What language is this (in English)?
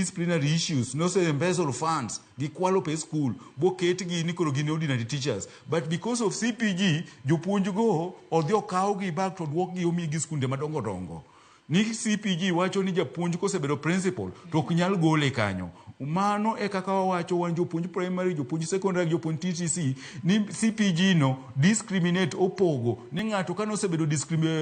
Luo (Kenya and Tanzania)